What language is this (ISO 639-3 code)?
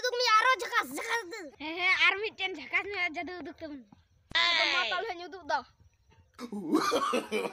sat